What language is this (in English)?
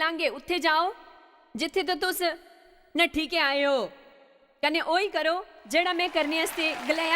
Dogri